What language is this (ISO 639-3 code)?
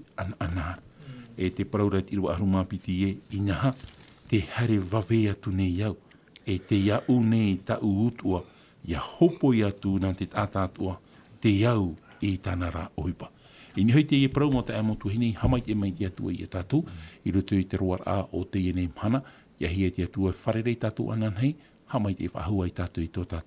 tah